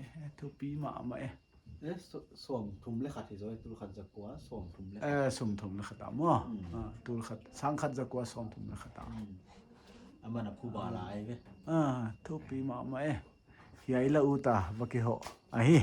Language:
Paite Chin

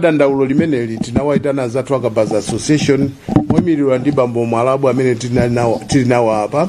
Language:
Nyanja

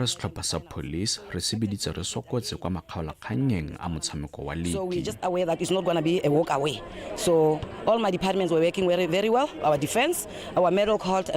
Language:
Tswana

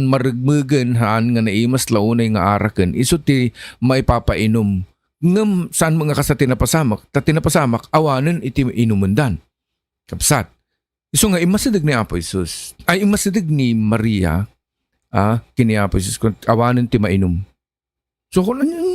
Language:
Iloko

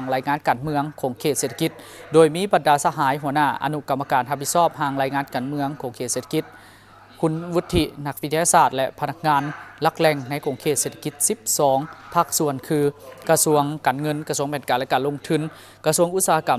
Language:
Lao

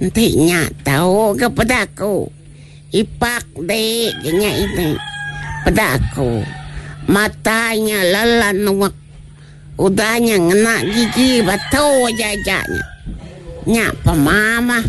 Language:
Iban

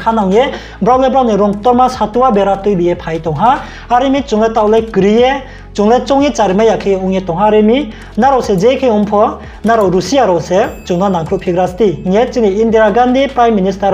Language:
Riang (India)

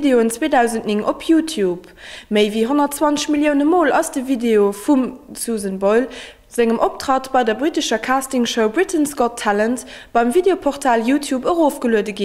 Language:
Luxembourgish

